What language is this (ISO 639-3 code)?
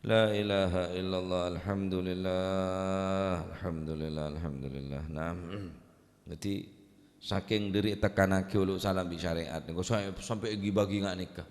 mad